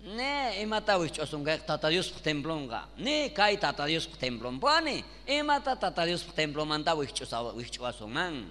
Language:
South Bolivian Quechua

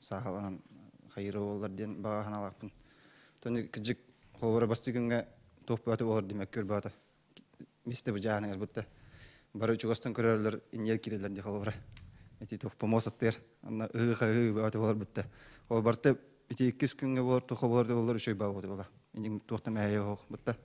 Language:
Yakut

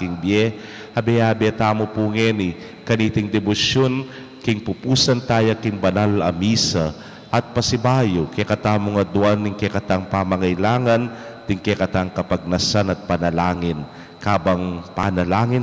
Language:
Pampanga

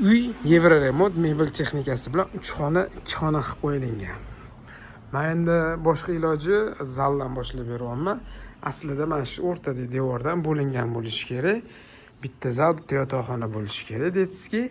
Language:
Uzbek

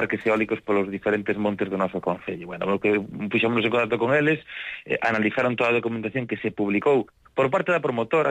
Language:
Galician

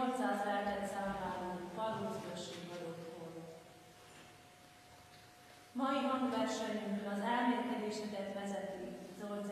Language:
Hungarian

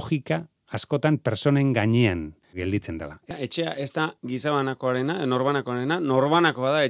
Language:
Basque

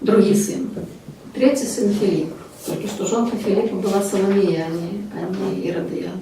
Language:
Belarusian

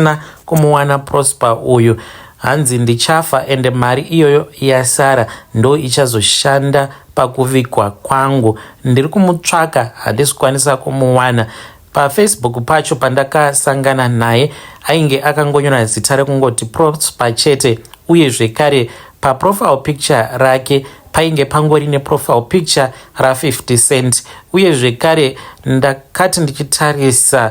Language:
Shona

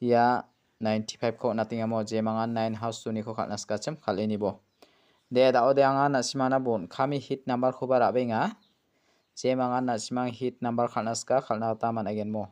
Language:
Garo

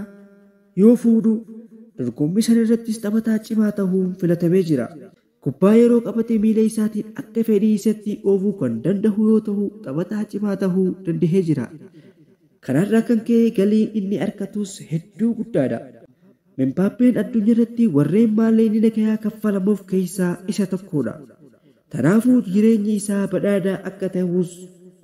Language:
Oromo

